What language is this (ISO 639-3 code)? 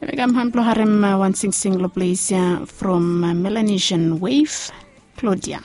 bis